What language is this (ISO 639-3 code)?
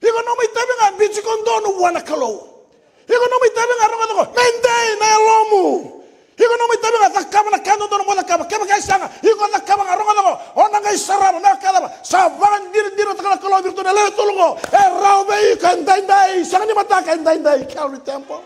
fij